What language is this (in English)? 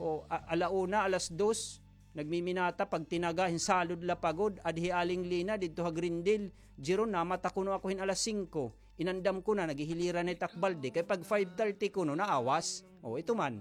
Waray